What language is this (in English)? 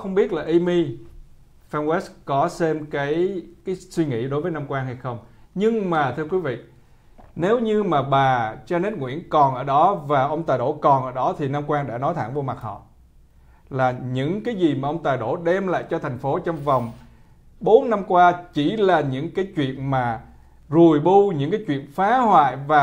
Vietnamese